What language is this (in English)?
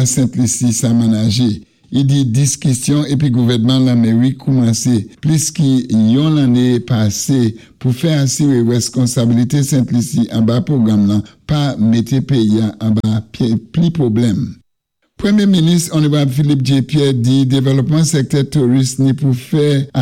Saint Lucian Creole French